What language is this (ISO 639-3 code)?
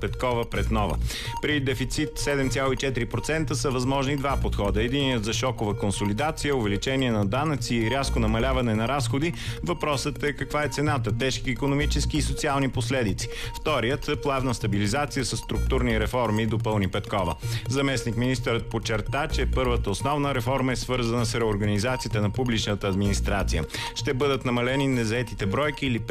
bul